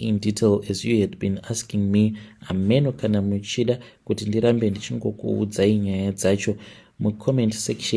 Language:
Shona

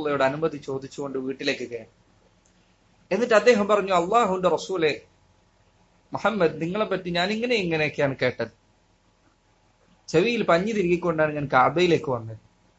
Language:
Malayalam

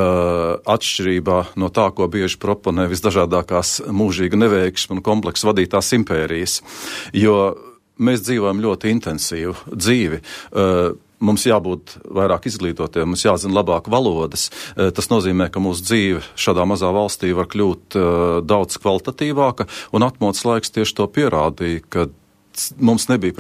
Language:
Latvian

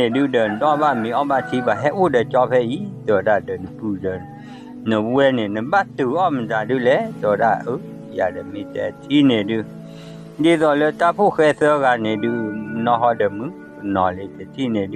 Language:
S'gaw Karen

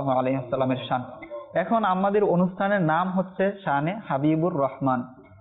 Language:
Bangla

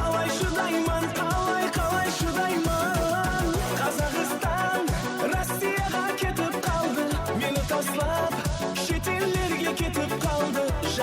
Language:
Kara-Kalpak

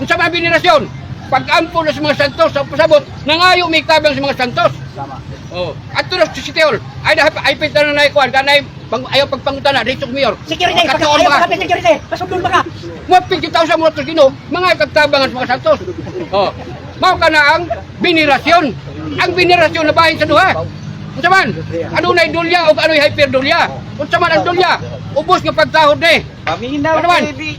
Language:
Cebuano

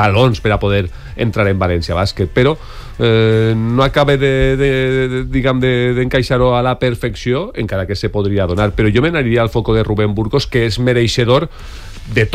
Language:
Catalan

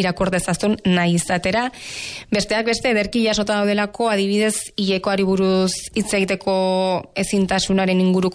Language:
Basque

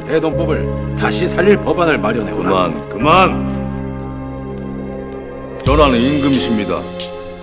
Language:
Korean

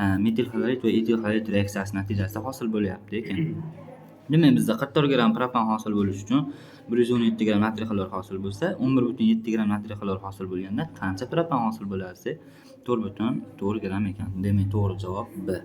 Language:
Uzbek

